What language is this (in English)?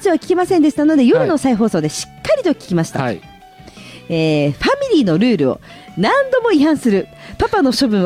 Japanese